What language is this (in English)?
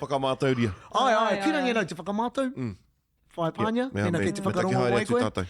Māori